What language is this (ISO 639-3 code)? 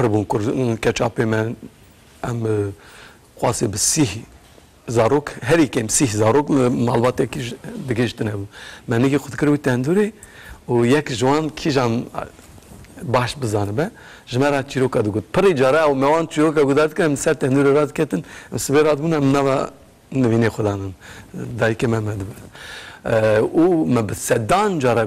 kur